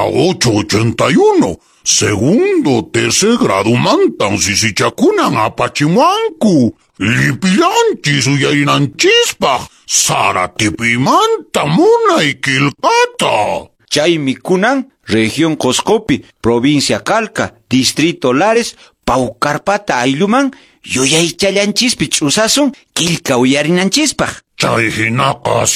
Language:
Quechua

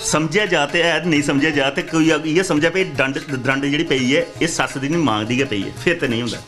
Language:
Dogri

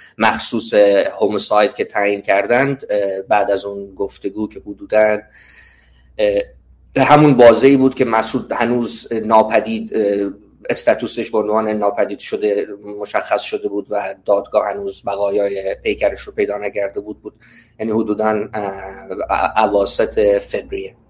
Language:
Persian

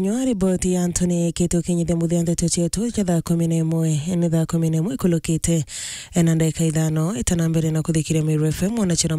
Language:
Meru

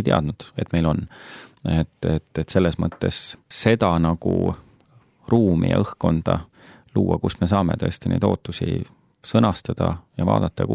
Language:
Estonian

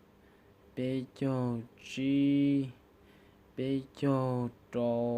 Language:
Hmong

